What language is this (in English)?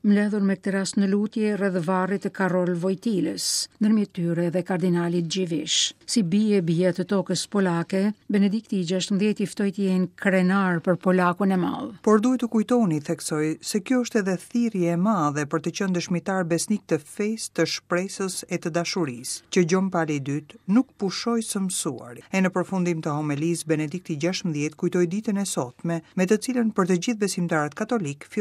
Albanian